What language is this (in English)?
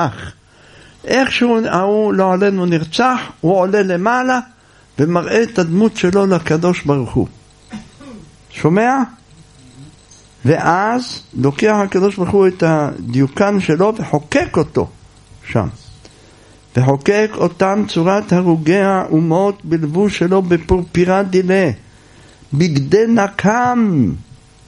Hebrew